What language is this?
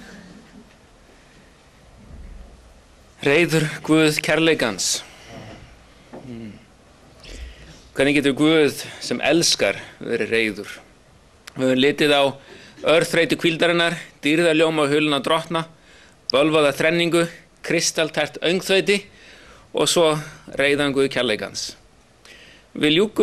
Icelandic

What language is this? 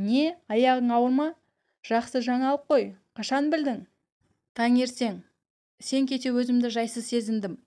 Kazakh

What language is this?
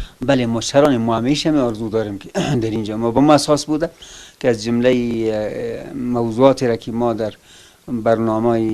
Persian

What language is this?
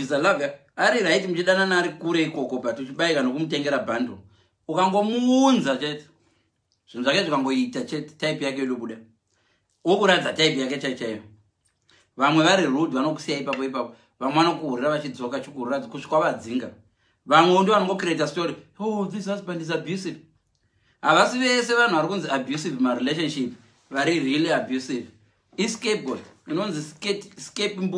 Shona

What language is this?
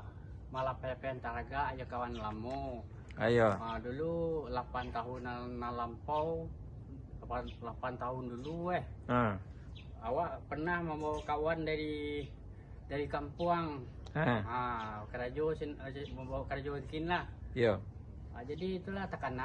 Minangkabau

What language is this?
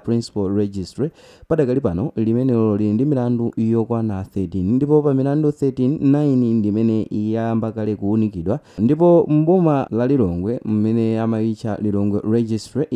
Nyanja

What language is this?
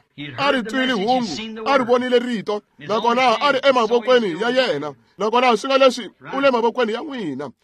Tsonga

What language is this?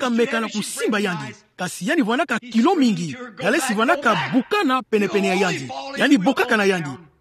Kituba (Democratic Republic of Congo)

